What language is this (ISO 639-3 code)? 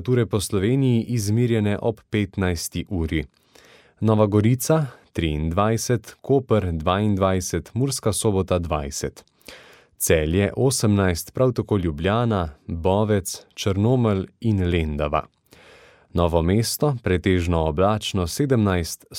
slv